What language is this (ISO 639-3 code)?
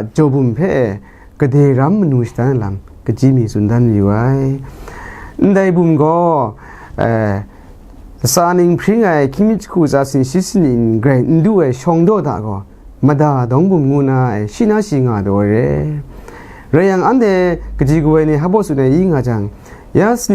kac